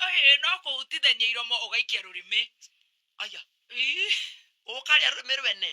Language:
Kikuyu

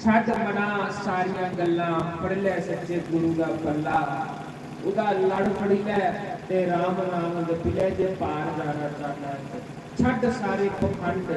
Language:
Dogri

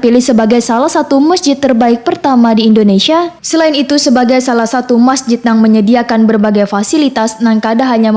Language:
Banjar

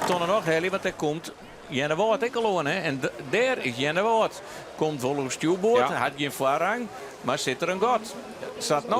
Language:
Western Frisian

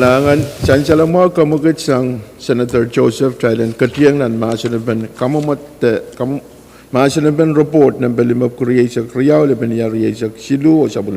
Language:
Pohnpeian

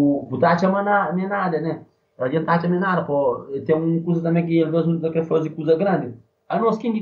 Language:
Portuguese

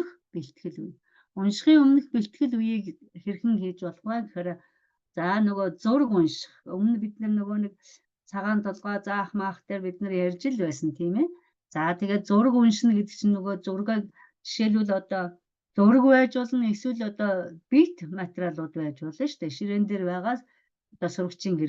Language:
Mongolian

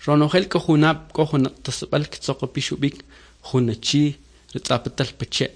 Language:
Kʼicheʼ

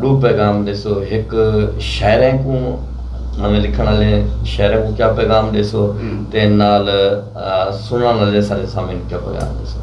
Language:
Saraiki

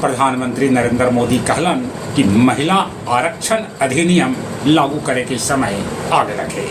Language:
Magahi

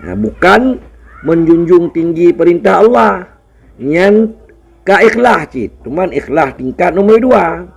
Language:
Achinese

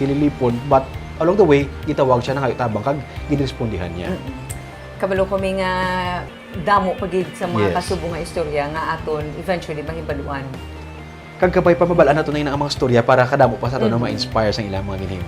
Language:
Hiligaynon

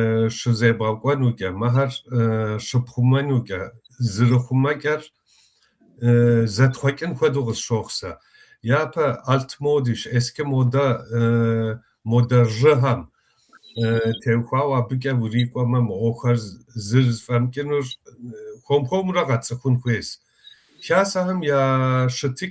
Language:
Kabardian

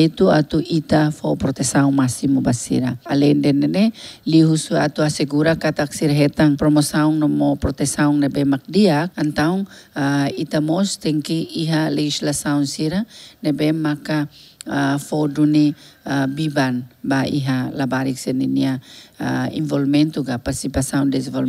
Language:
Tetum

